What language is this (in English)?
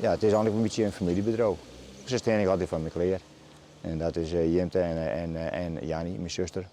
Western Frisian